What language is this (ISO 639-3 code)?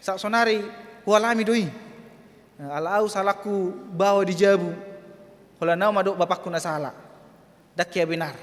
bbc